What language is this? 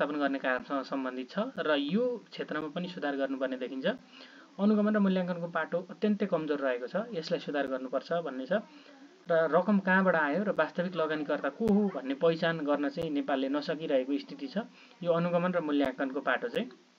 Nepali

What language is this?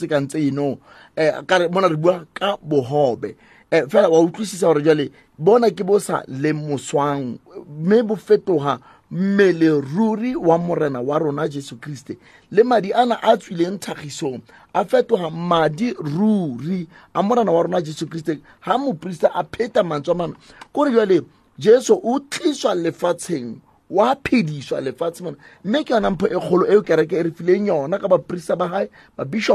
Southern Sotho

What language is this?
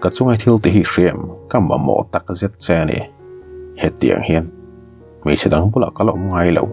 Mizo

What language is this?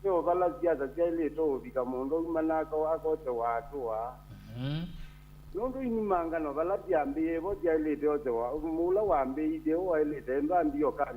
Kamba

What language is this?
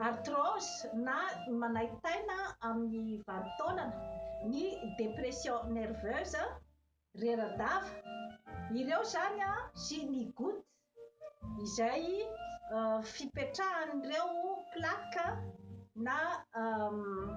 Malagasy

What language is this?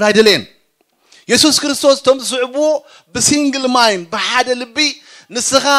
Tigrinya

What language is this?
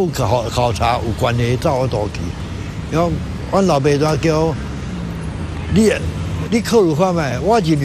Min Nan Chinese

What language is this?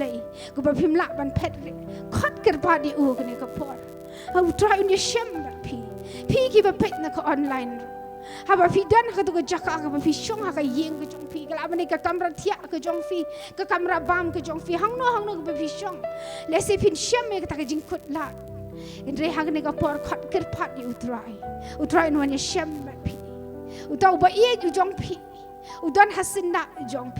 Khasi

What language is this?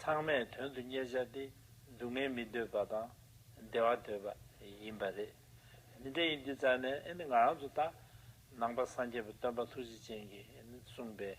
Tibetan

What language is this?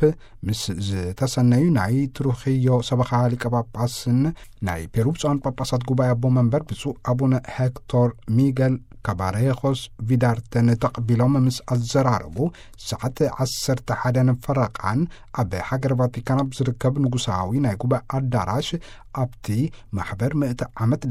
Tigrinya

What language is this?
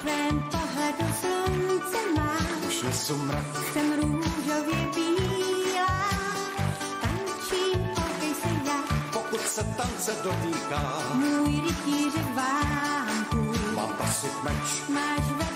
Czech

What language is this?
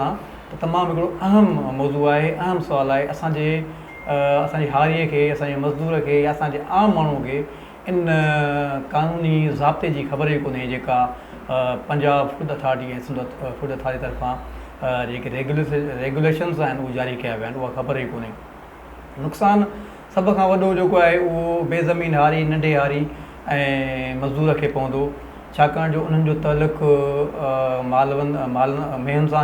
Sindhi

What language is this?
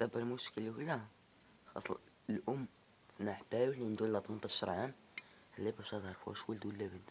Moroccan Arabic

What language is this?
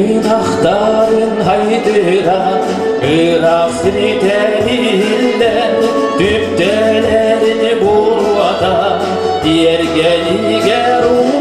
Yakut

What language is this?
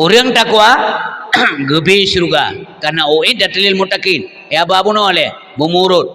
Achinese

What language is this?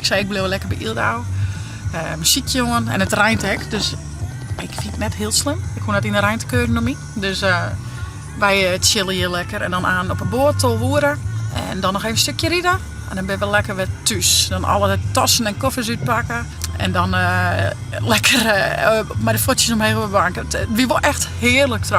Western Frisian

